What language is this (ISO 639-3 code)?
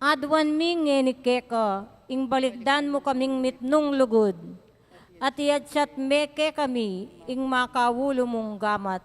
pam